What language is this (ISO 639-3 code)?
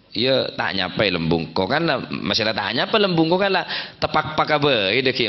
mad